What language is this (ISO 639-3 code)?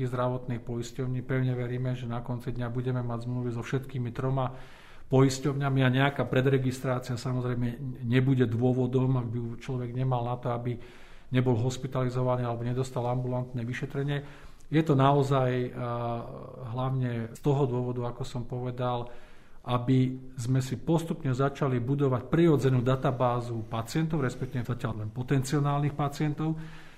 slk